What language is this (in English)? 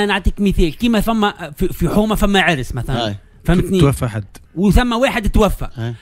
Tunisian Arabic